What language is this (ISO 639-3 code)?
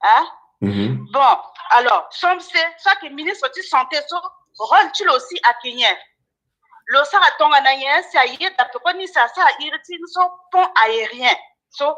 sag